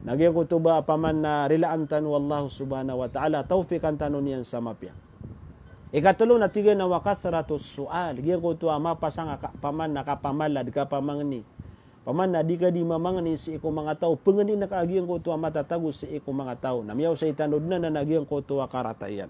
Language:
Maranao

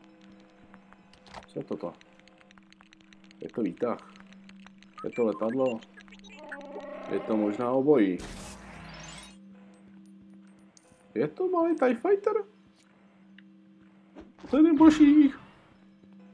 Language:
Czech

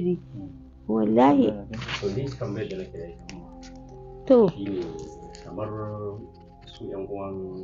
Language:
Hausa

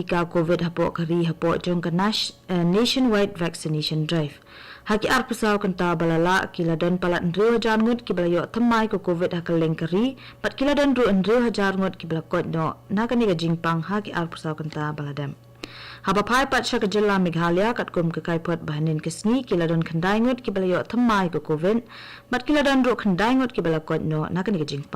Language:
Khasi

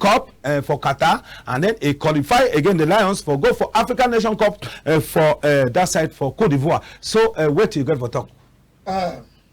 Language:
Cameroon Pidgin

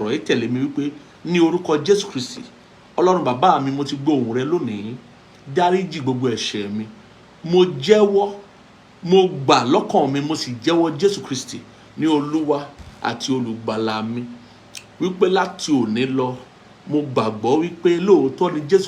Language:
Yoruba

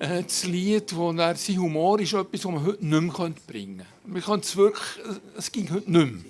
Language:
Swiss German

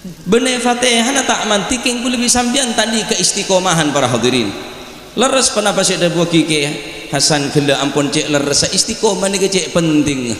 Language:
Madurese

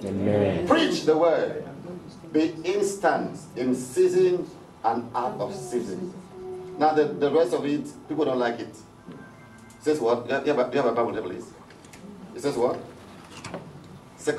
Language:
English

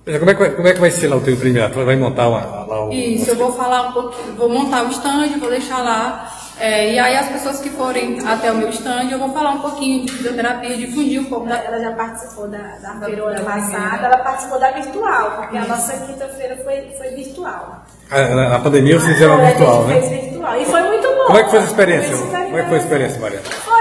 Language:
Portuguese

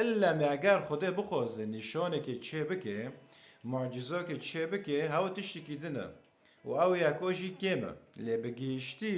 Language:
Kurdish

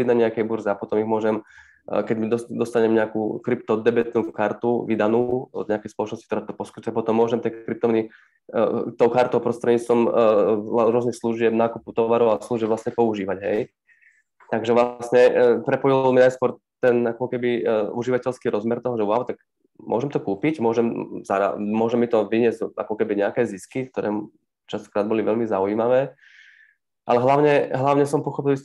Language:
Slovak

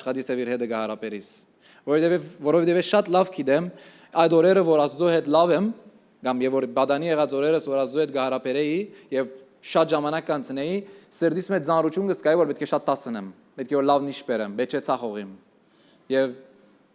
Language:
Western Armenian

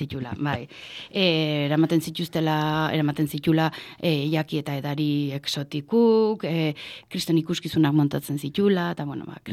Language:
Basque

